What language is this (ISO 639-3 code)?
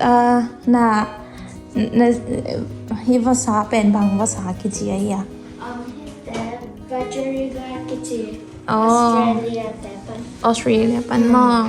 ctd